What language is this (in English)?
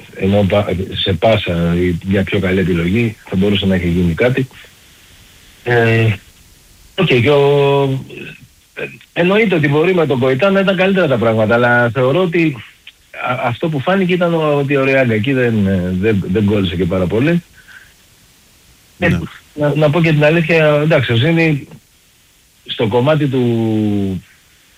Greek